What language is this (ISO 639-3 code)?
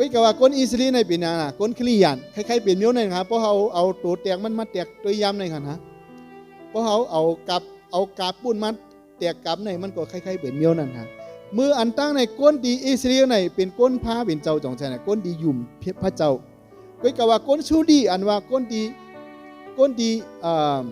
shn